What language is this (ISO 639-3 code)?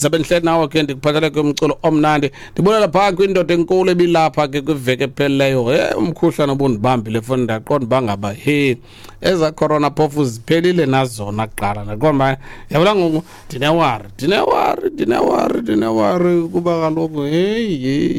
xho